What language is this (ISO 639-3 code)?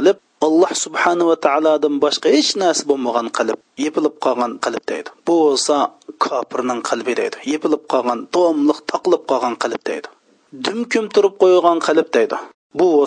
uig